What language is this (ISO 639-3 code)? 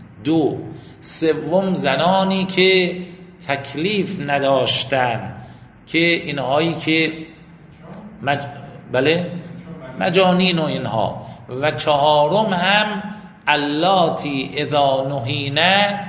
fas